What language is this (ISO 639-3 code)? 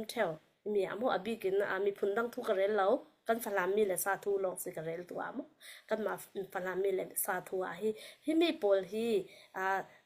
cfm